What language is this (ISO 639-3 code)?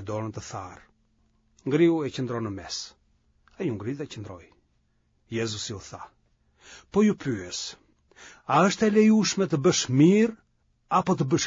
sqi